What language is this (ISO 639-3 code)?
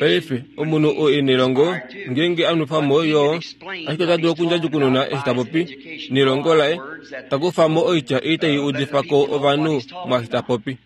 kua